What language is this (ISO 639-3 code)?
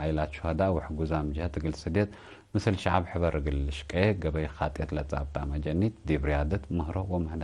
tig